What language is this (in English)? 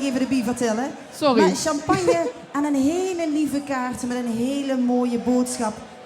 Limburgish